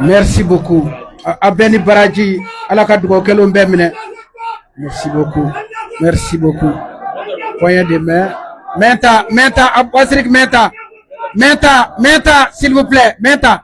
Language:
Bambara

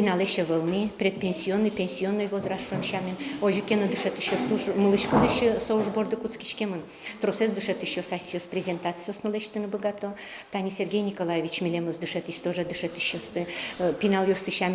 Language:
Udmurt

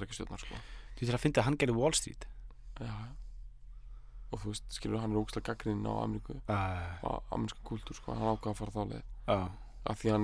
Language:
Icelandic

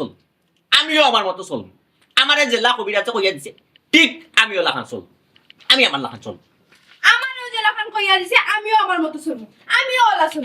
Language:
Sylheti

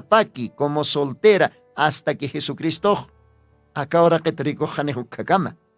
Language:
Aymara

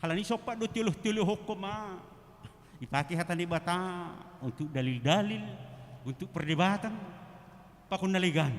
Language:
Batak Simalungun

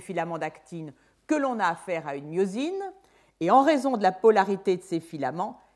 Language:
French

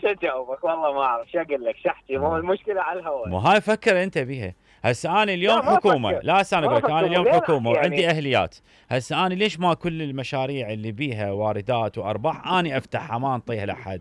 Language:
Mesopotamian Arabic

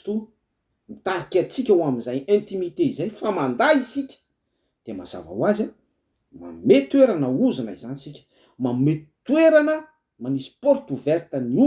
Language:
Malagasy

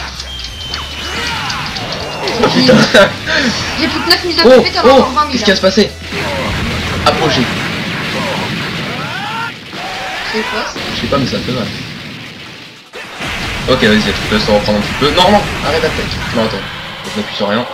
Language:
French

